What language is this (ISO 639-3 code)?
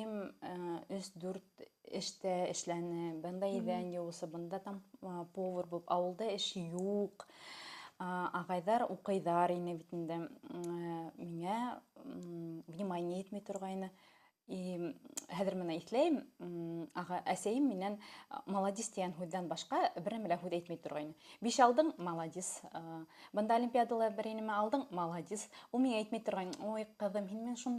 bak